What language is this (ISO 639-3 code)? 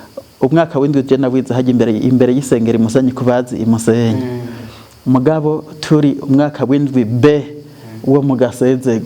run